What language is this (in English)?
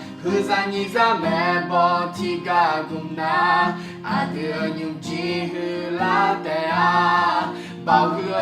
Akha